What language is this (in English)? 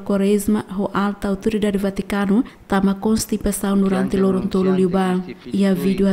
Tetum